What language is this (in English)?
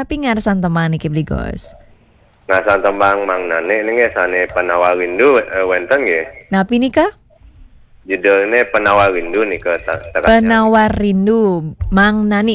Balinese